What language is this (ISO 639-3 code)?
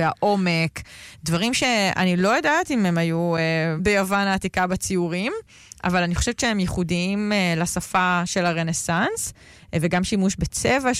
heb